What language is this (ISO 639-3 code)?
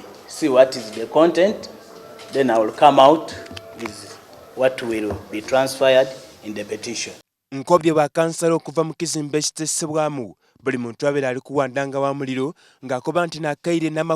xog